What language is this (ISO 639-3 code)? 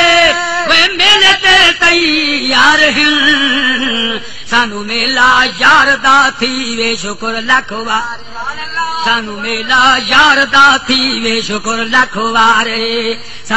skr